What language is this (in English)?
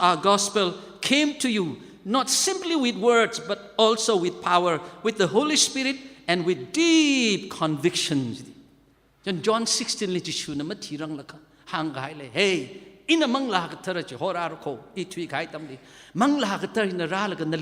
Tangkhul Naga (India)